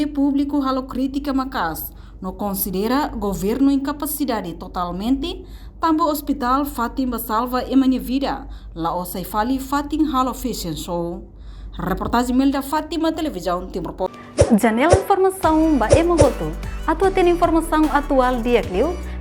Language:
Tetum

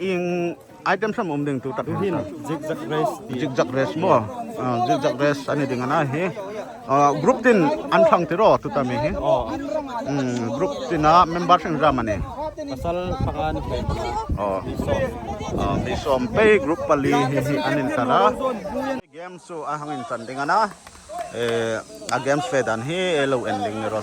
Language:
Hmar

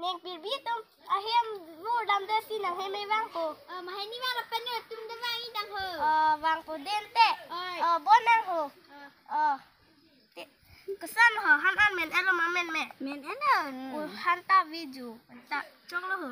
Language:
Karbi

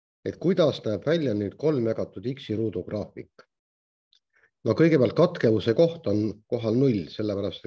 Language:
Estonian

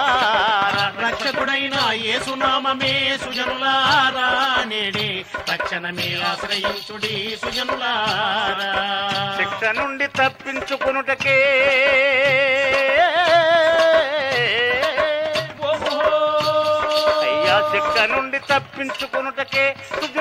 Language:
Telugu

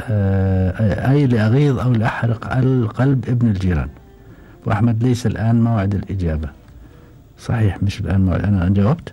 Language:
Gulf Arabic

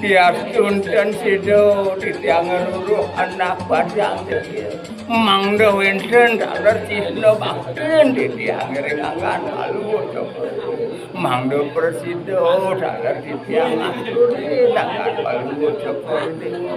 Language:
Balinese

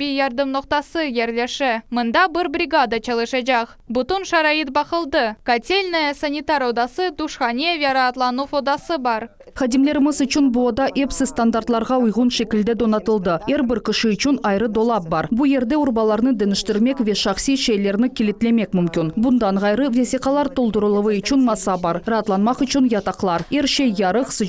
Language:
Crimean Tatar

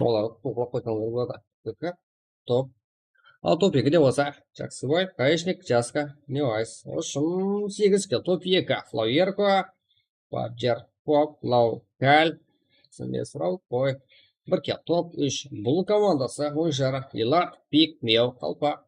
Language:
Kara-Kalpak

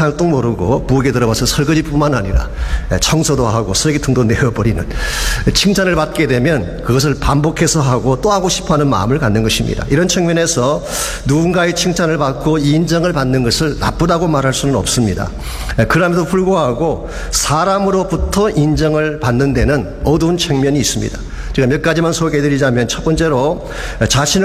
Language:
Korean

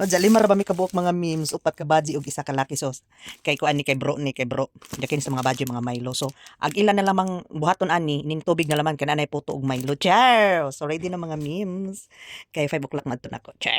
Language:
Cebuano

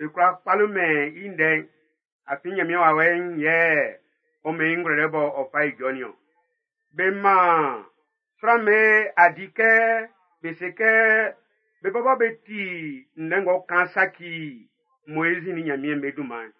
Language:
Baoulé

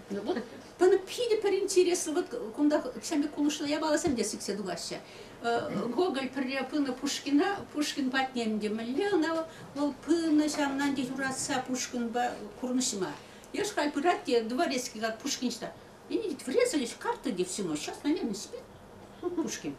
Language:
Chuvash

